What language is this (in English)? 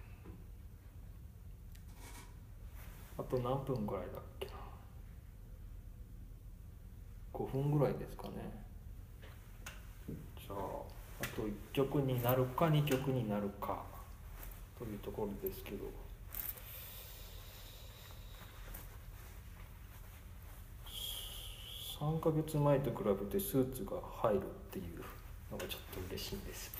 Japanese